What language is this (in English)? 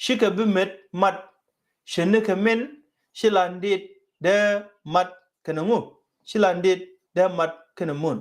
Nuer